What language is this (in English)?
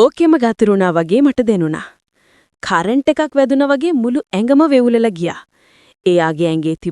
Sinhala